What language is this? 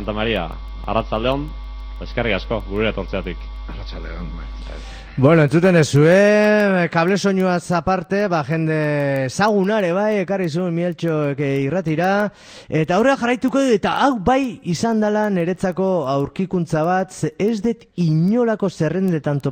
Basque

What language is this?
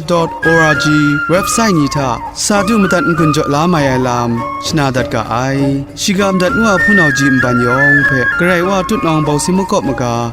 Kachin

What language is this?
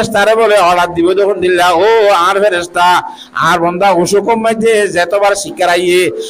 Rohingya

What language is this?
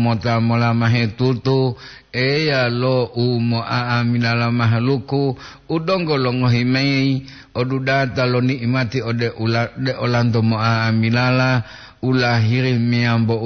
Gorontalo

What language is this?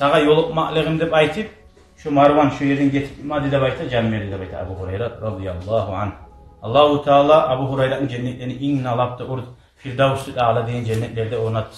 Kumyk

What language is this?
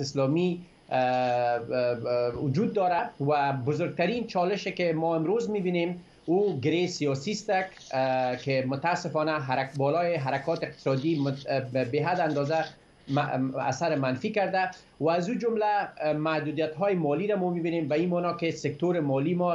Persian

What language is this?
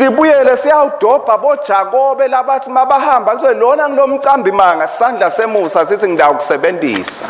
Swati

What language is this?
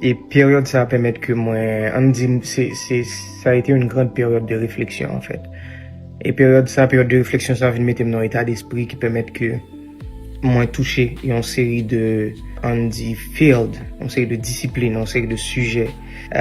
Haitian Creole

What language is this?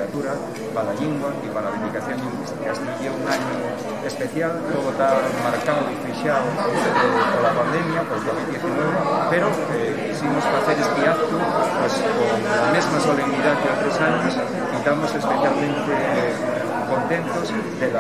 Asturian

